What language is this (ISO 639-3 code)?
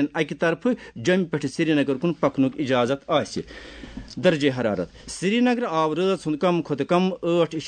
kas